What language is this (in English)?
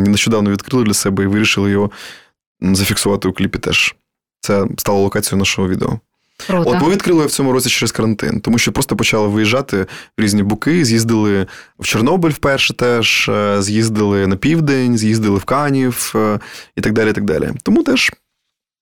Ukrainian